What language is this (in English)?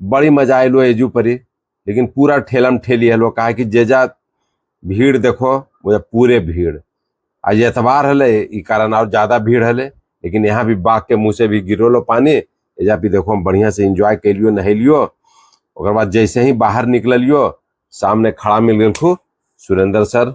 Magahi